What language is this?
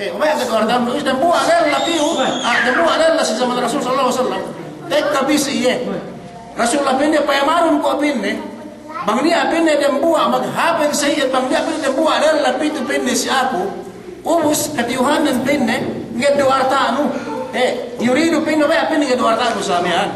Yakan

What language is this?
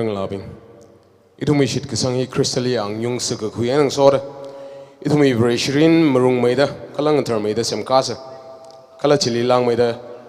Tangkhul Naga (India)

